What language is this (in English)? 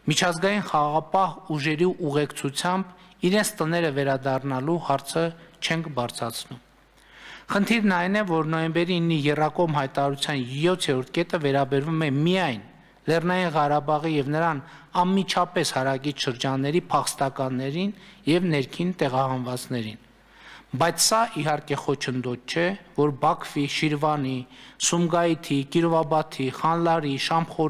Armenian